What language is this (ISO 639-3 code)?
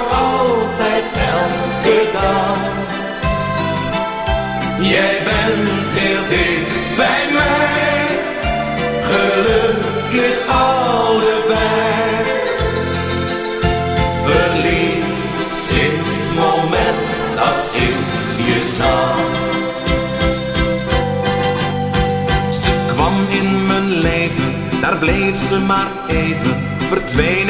nld